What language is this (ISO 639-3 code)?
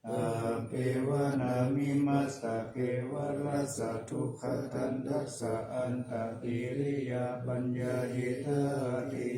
pli